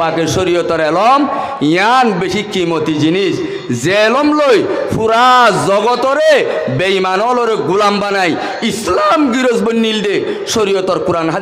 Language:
Rohingya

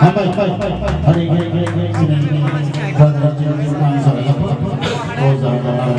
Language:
Kok Borok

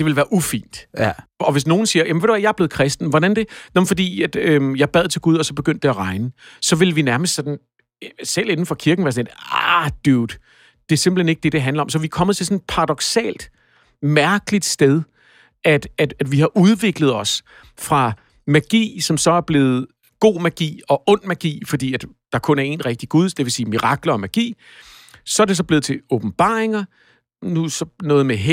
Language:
Danish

